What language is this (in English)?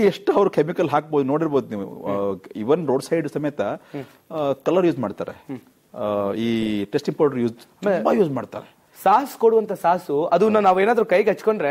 Kannada